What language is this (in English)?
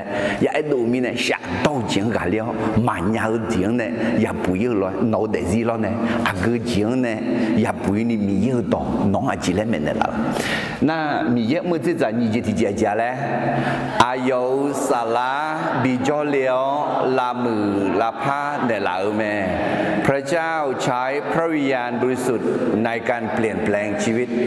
Akha